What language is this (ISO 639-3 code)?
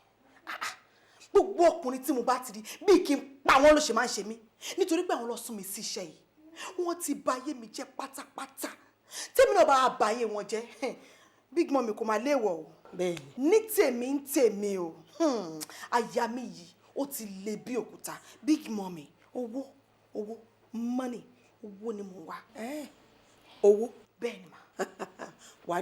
yor